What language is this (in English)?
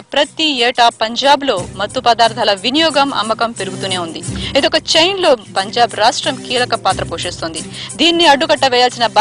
Telugu